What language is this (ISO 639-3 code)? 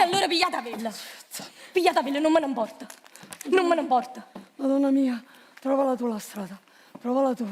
nap